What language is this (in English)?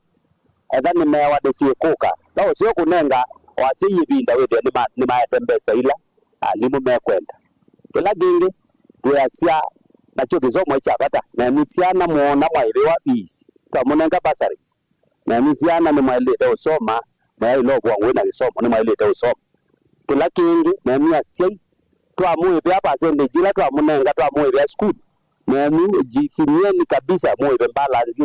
Kamba